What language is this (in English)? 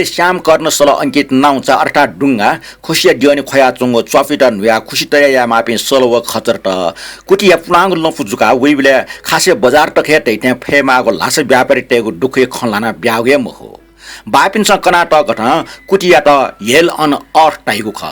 Newari